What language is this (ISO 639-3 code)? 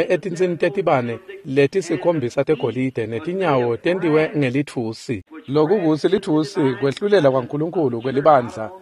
ssw